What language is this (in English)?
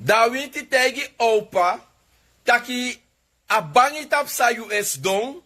Sranan Tongo